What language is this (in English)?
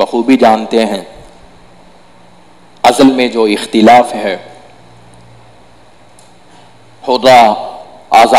Urdu